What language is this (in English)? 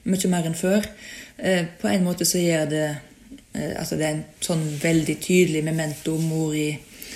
Norwegian